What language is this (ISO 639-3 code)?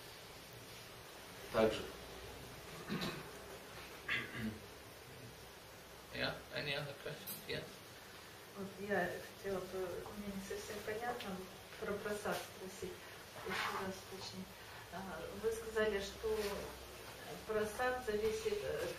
rus